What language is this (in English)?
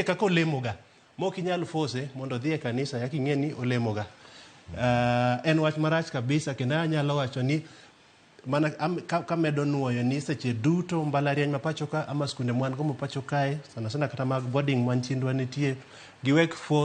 Luo (Kenya and Tanzania)